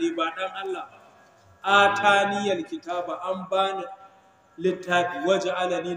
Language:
Hausa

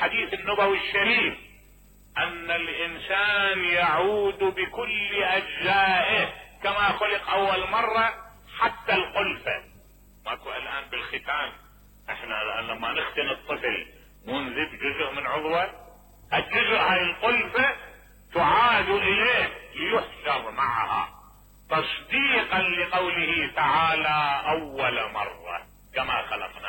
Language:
Mesopotamian Arabic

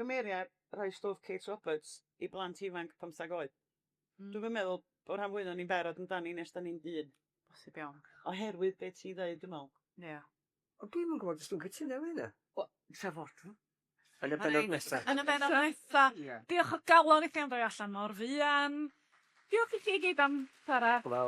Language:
Welsh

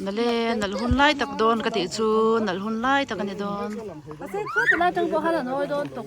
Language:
Mizo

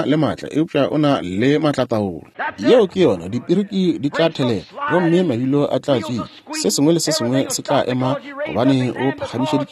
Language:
Northern Sotho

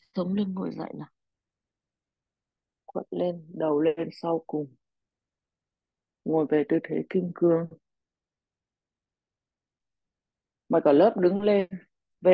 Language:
Vietnamese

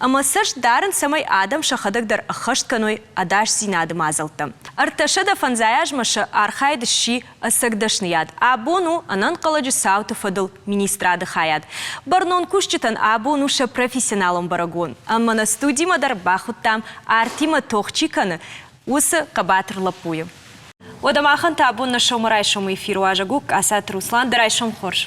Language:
Ossetic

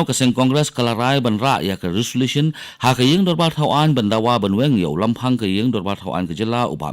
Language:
Khasi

